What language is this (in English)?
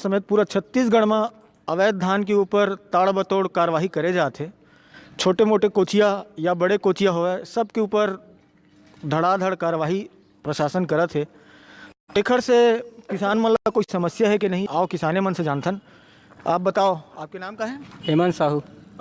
Chhattisgarhi